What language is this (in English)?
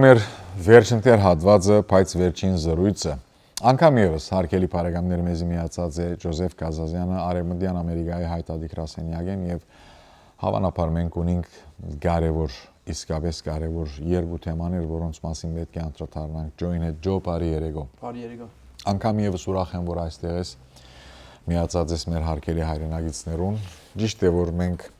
Western Armenian